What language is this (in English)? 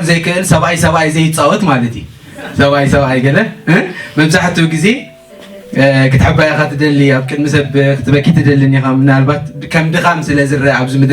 Tigrinya